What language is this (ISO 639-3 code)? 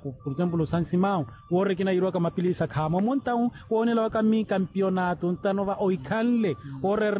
vmw